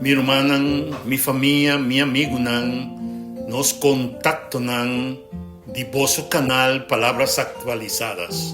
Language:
Papiamento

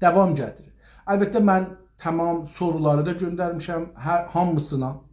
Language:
South Azerbaijani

